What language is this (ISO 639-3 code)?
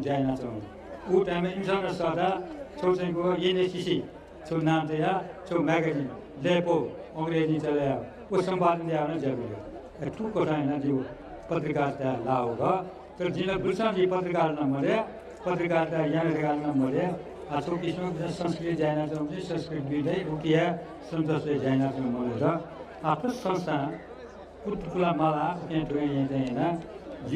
new